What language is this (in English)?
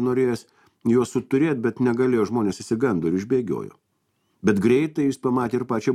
Lithuanian